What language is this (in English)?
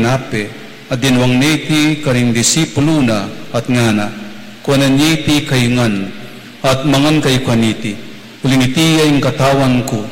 Pampanga